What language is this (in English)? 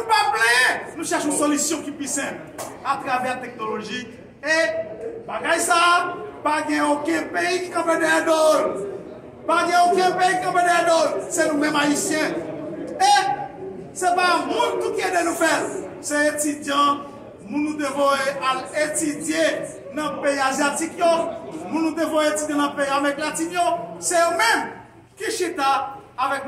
Haitian Creole